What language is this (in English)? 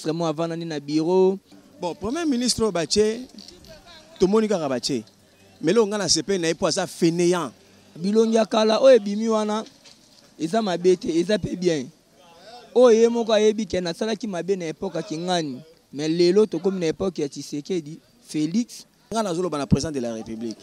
Lingala